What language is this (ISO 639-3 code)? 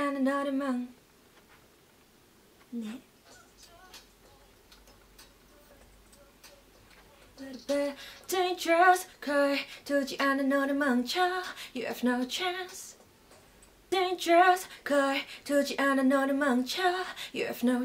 kor